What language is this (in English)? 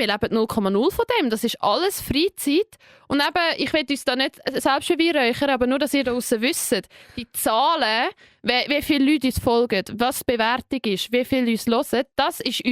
Swiss German